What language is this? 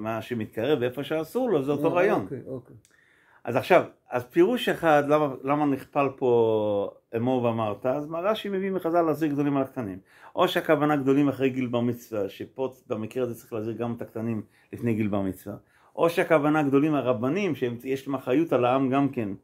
Hebrew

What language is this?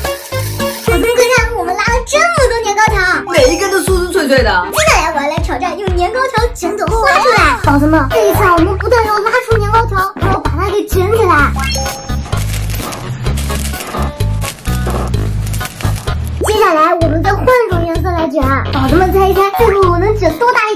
Chinese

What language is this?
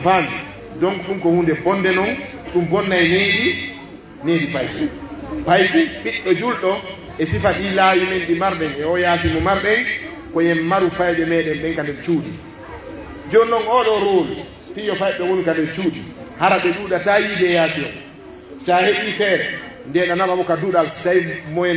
Pular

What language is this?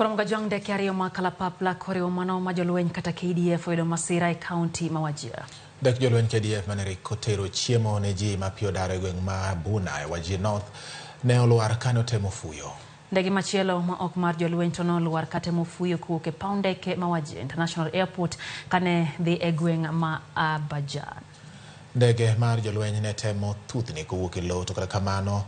Luo (Kenya and Tanzania)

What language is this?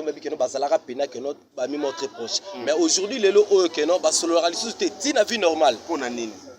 Lingala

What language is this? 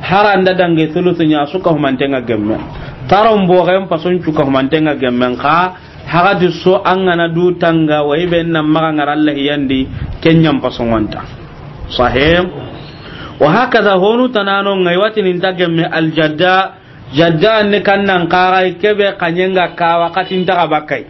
Soninke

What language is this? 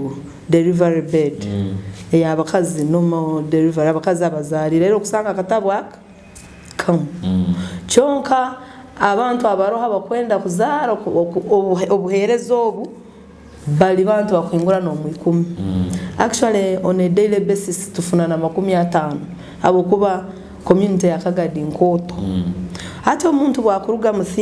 Nyoro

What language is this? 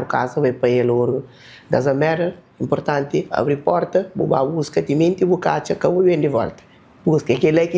Kabuverdianu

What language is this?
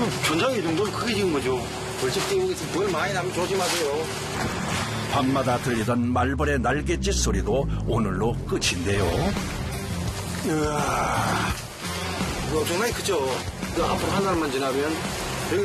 Korean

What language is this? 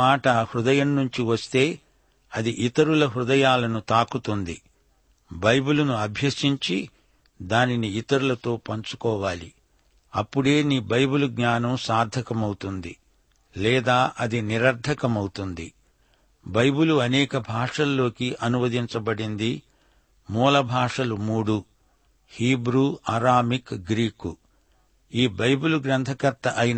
Telugu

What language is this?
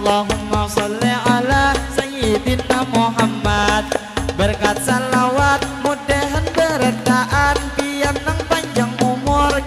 Banjar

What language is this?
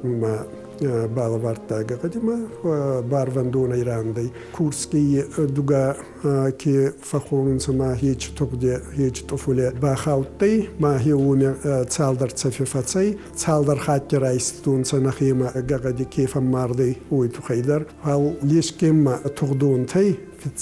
Ossetic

